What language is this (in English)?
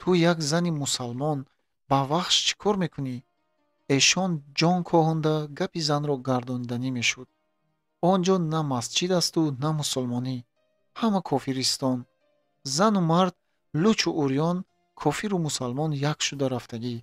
Tajik